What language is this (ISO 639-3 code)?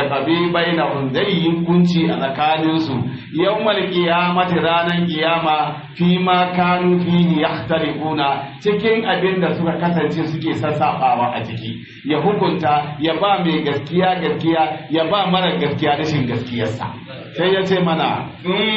hau